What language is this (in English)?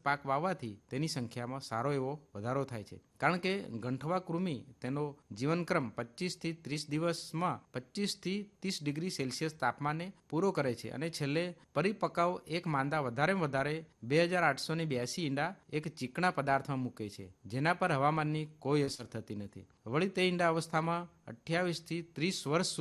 Gujarati